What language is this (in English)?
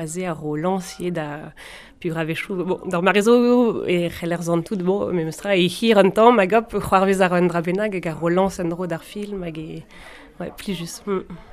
Breton